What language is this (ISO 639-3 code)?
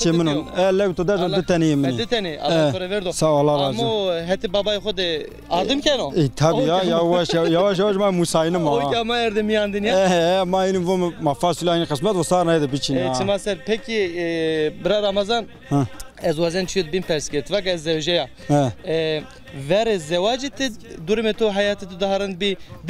zza